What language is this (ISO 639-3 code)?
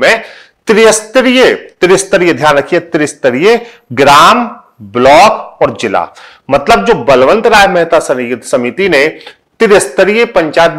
hin